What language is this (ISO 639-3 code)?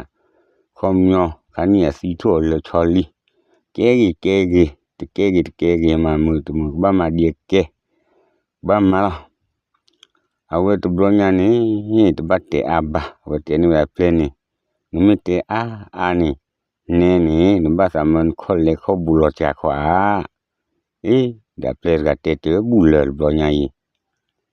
ksw